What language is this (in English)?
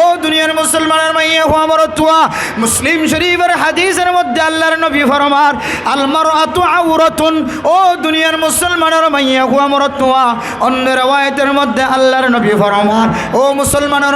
Rohingya